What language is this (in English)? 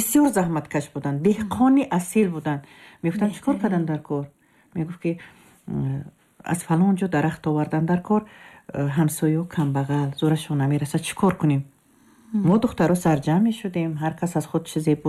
Tajik